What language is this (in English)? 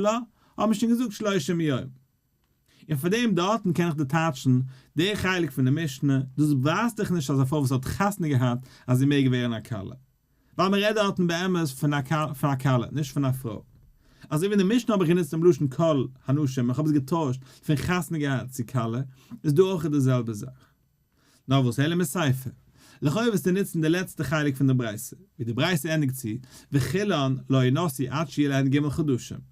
Yiddish